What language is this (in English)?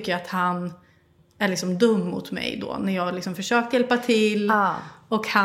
Swedish